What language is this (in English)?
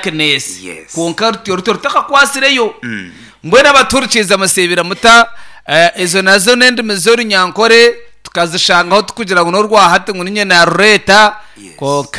Nyankole